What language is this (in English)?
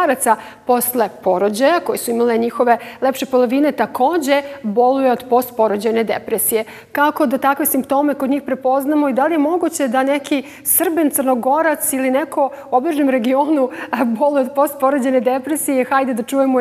Serbian